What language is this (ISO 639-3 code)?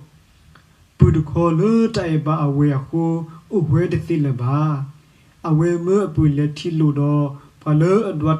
ksw